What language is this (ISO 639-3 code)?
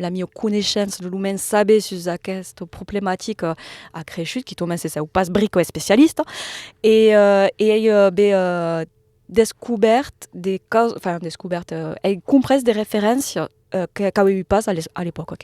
oci